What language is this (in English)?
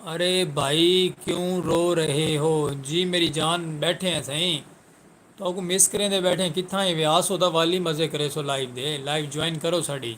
Saraiki